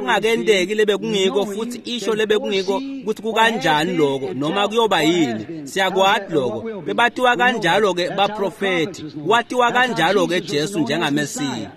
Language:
Swati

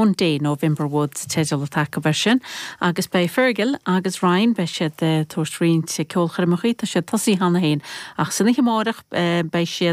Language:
Irish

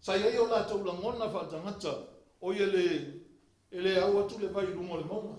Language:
Samoan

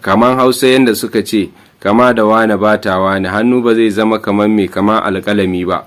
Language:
Hausa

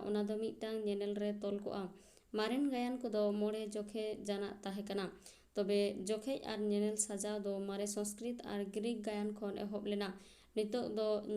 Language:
Santali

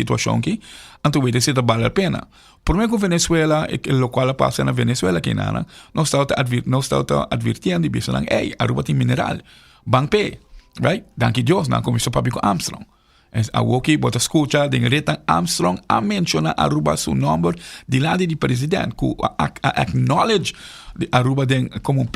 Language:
Papiamento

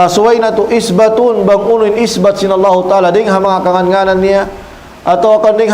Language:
Tausug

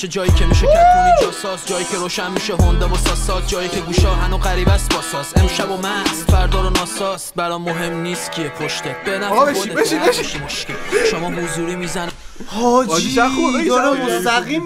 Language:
Persian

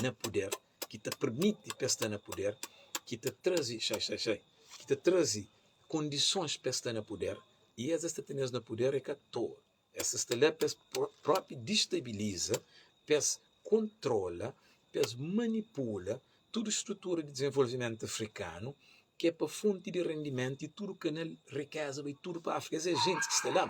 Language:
Kabuverdianu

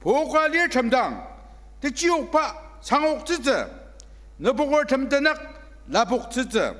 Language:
Ao Naga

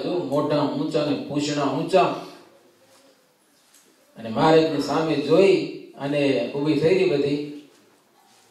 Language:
Gujarati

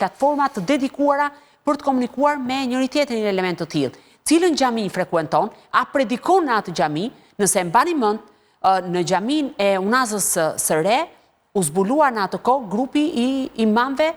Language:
Albanian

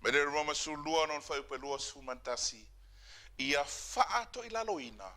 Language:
Samoan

